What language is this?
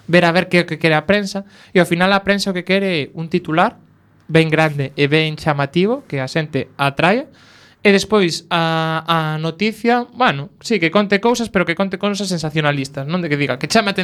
Galician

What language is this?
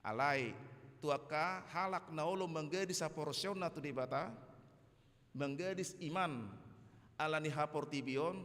Batak Toba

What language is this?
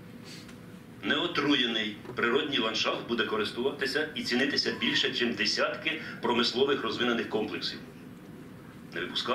Ukrainian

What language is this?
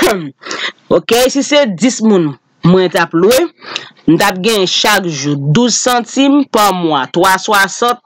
Haitian Creole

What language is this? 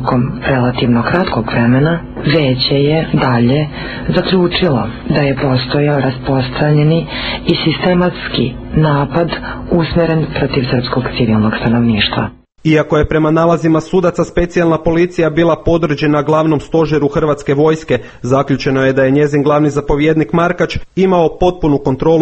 Croatian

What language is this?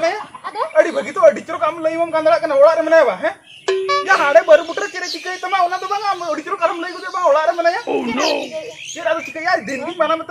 Santali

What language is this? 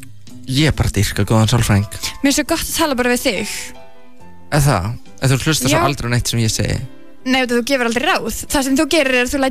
Icelandic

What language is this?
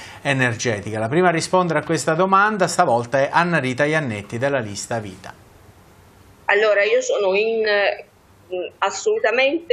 Italian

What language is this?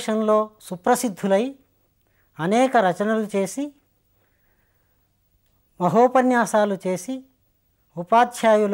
Telugu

